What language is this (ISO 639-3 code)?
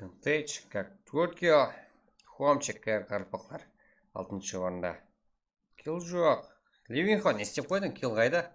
kaa